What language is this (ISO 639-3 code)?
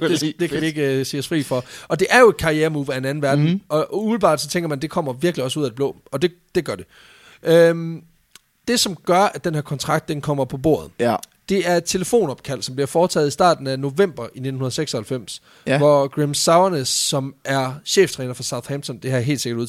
dan